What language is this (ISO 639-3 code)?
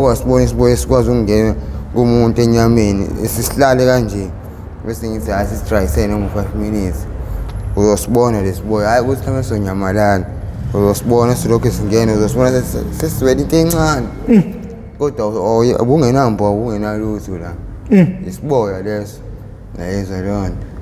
zul